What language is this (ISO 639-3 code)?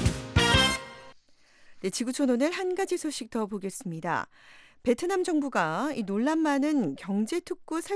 kor